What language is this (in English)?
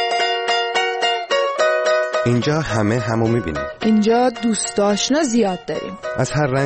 Persian